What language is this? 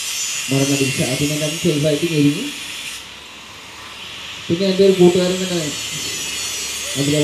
Malayalam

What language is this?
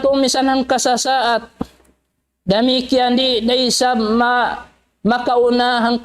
Tausug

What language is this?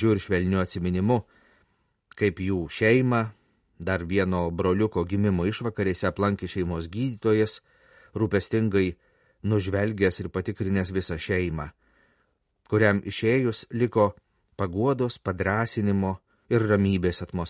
Lithuanian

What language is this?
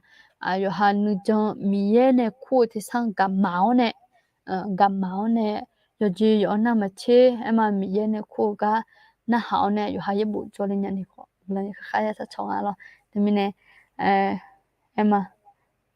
Akha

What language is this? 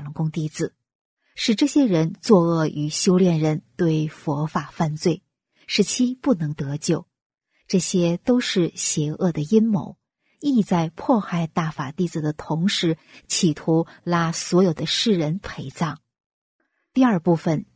Chinese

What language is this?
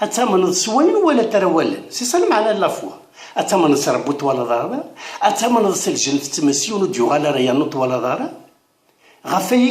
Kabyle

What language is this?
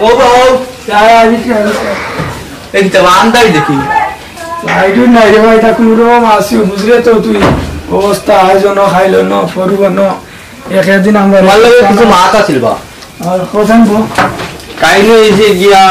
Sylheti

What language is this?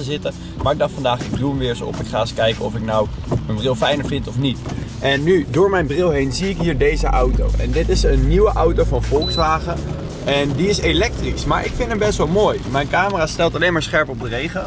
Dutch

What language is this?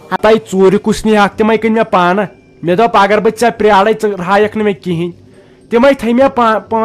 Kashmiri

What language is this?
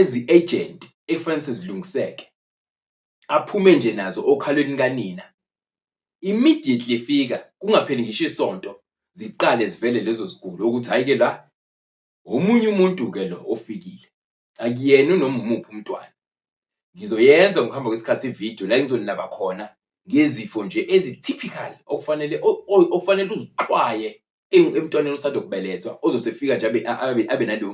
Zulu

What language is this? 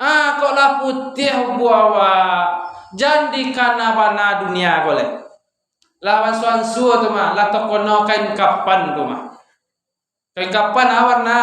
Minangkabau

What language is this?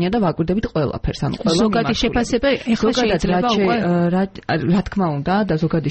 Georgian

